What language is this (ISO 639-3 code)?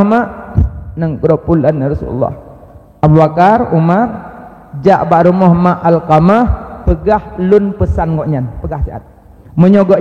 ace